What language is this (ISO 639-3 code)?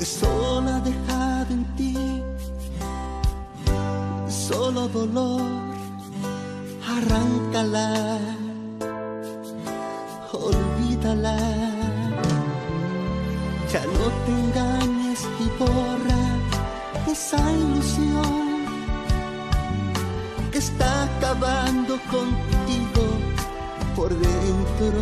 spa